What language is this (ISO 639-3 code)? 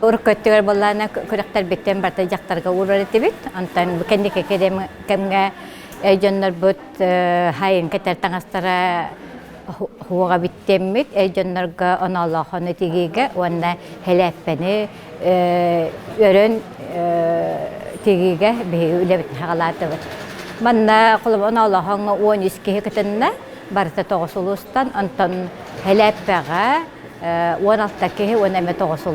sah